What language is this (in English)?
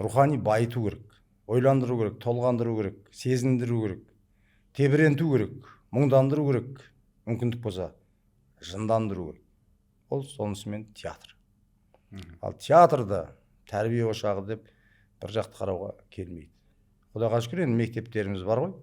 Kazakh